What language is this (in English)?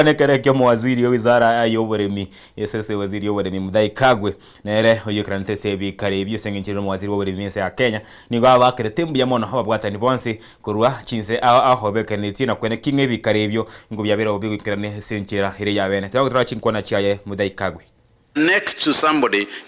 Gusii